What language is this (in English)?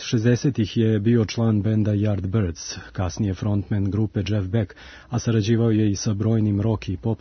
Serbian